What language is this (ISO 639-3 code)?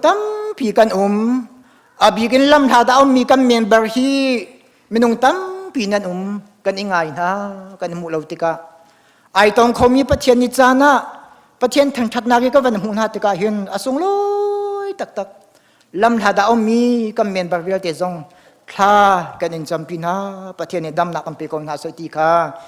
cnh